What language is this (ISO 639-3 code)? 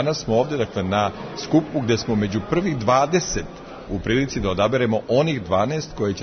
srp